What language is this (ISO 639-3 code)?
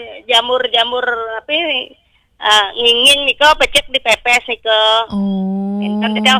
ban